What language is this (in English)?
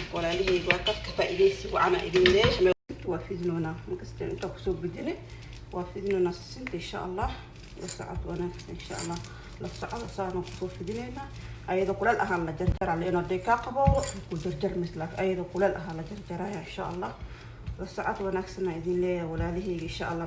Somali